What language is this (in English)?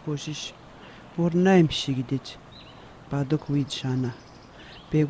Atikamekw